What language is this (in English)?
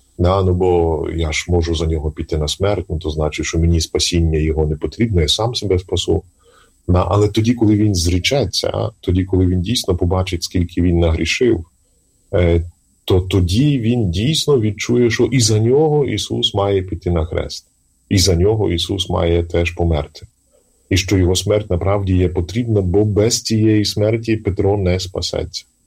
Ukrainian